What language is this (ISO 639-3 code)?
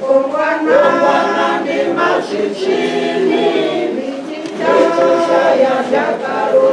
ven